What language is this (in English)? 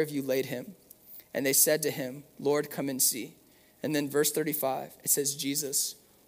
English